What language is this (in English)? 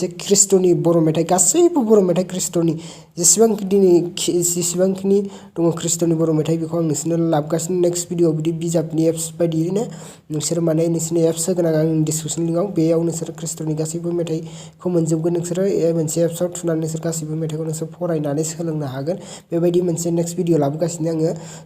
Bodo